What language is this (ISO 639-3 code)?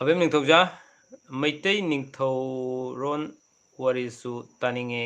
mni